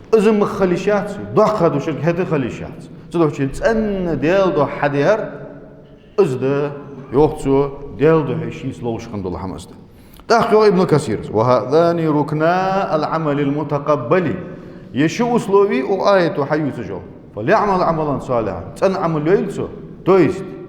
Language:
Ingush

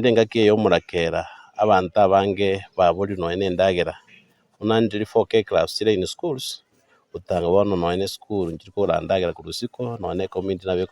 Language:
Gusii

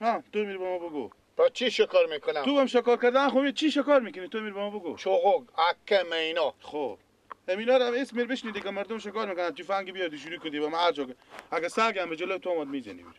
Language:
Persian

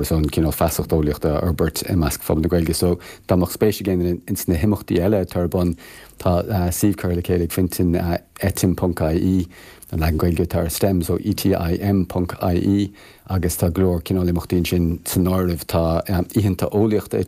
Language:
Irish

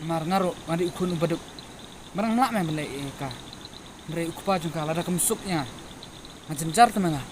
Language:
Khasi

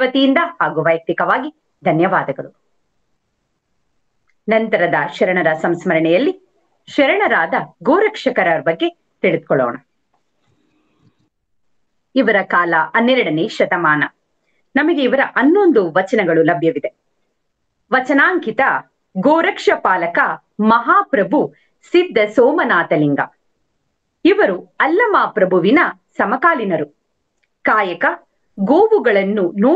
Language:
Kannada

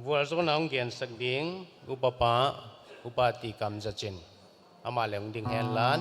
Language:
Paite Chin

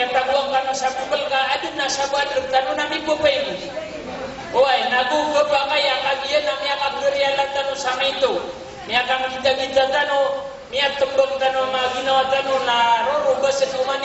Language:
Maranao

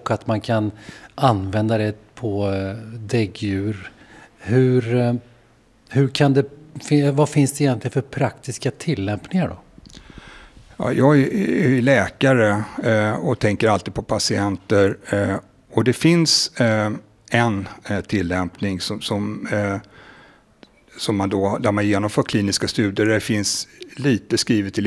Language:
Swedish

